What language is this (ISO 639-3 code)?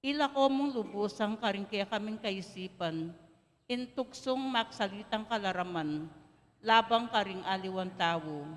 pam